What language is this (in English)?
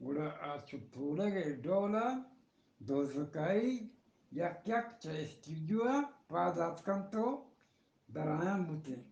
Eastern Balochi